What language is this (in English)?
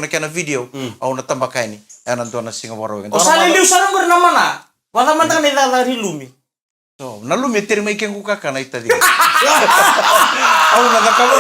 Fijian